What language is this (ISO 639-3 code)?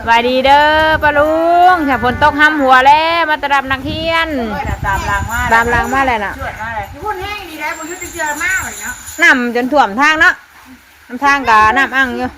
tts